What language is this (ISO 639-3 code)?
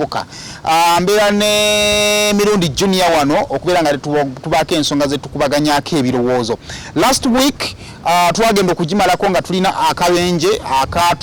lug